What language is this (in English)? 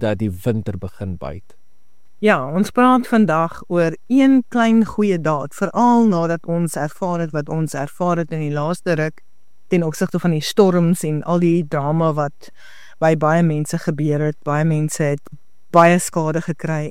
Afrikaans